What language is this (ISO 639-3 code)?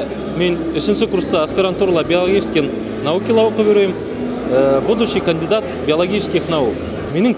bak